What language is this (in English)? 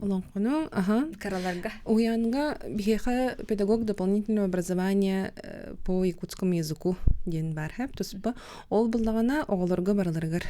Yakut